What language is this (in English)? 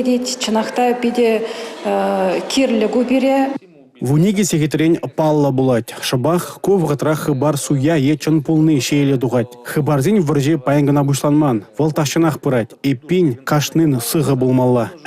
Chuvash